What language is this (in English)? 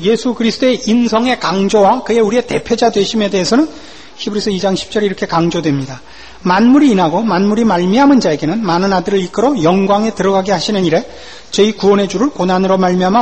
Korean